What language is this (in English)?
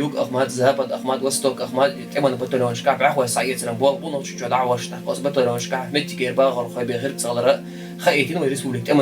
Chechen